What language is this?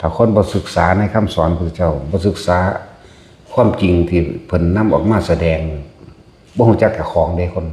Northeastern Thai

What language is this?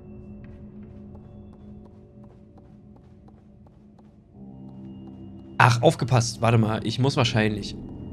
German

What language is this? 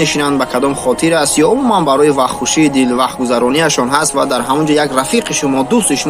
Tajik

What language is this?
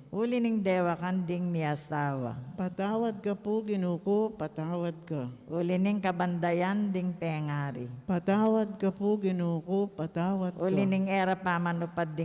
Pampanga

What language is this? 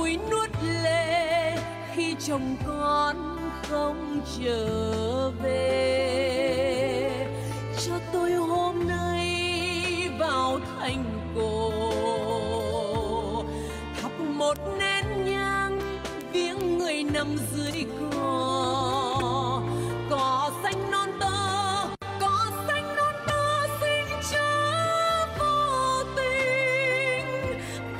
Vietnamese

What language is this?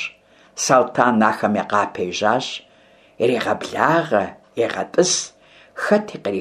Kabardian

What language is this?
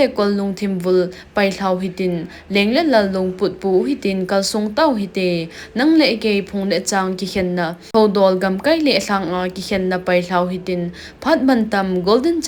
Thado Chin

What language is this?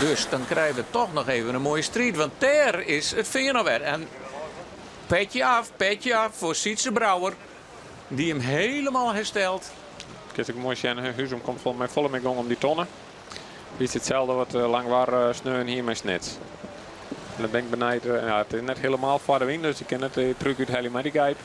Western Frisian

